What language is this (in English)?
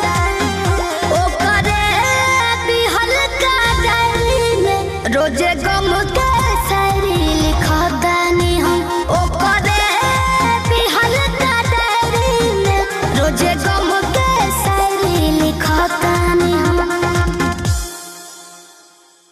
Bhojpuri